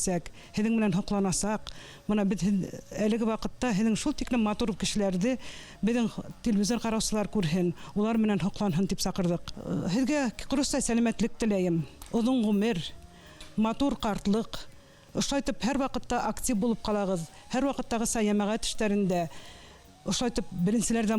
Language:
Bashkir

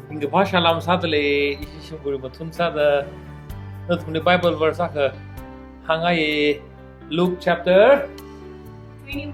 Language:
Tangkhul Naga (India)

